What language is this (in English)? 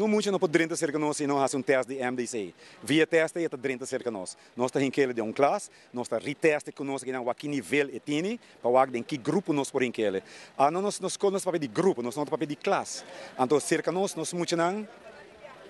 Papiamento